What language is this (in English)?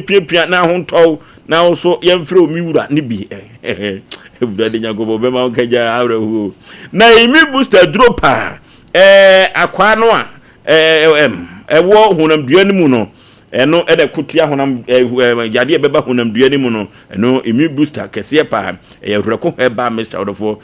Akan